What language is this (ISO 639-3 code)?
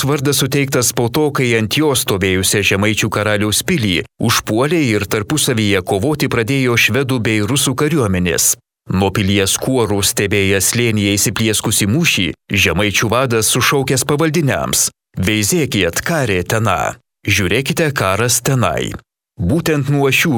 lit